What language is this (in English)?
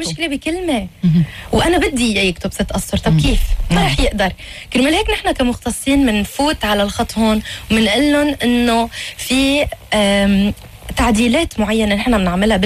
North Levantine Arabic